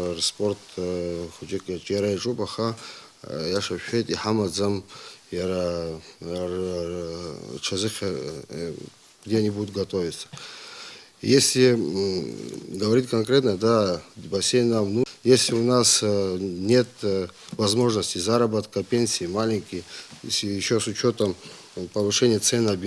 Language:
Abkhazian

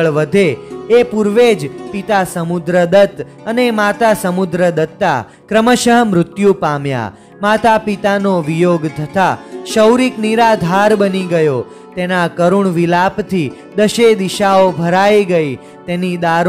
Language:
Gujarati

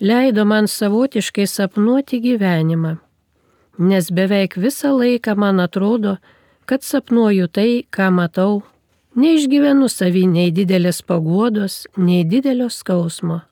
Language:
Lithuanian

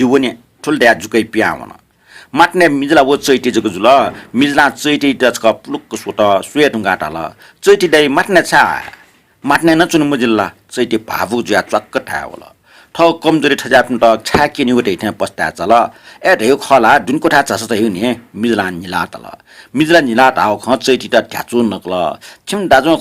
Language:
Newari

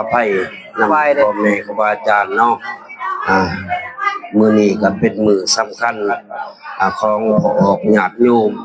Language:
Northeastern Thai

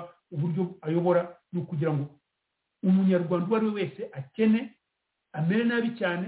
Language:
Kinyarwanda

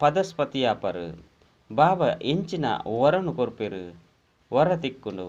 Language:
Tulu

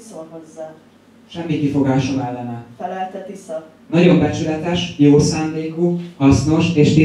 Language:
Hungarian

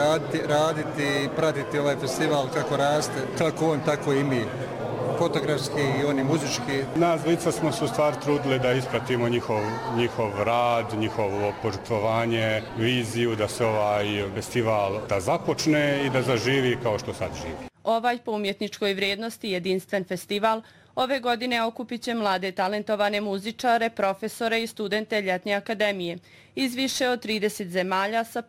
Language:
Bosnian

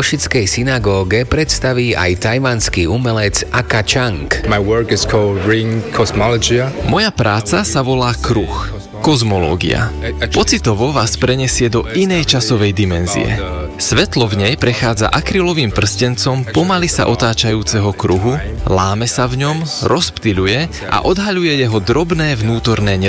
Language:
Slovak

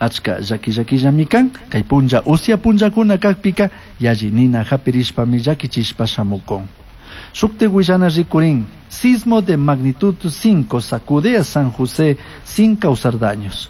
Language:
Chimborazo Highland Quichua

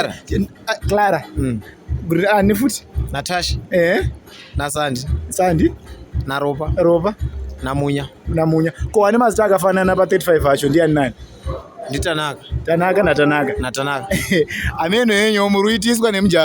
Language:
Shona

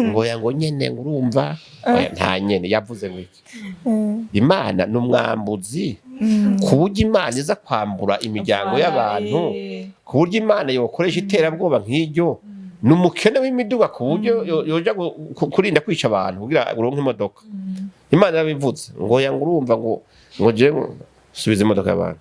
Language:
Rundi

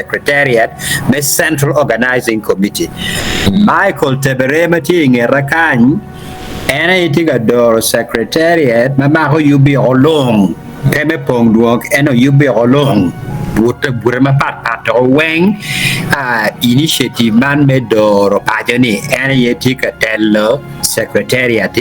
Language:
Acoli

